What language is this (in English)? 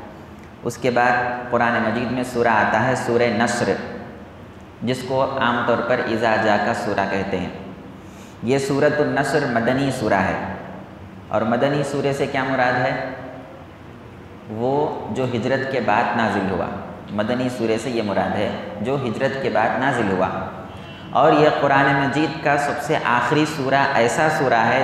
Urdu